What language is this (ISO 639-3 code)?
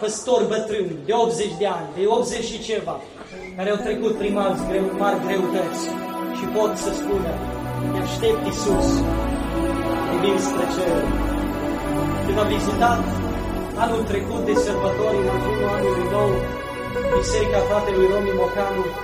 ron